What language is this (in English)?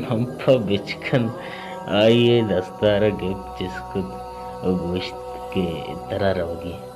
Baluchi